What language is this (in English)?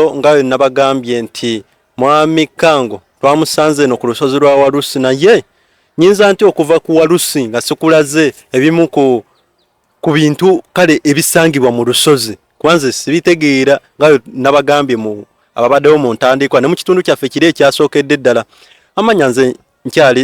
Ganda